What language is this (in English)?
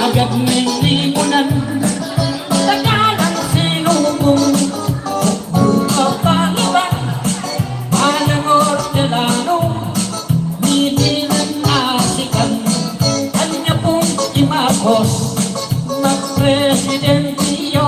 Pampanga